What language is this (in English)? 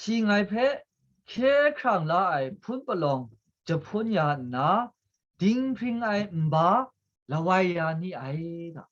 Kachin